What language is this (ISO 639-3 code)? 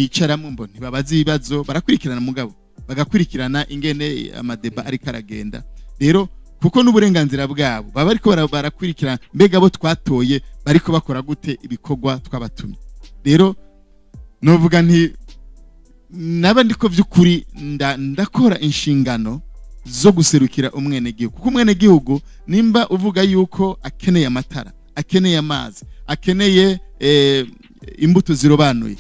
run